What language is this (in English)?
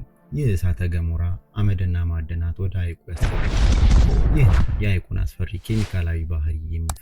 Amharic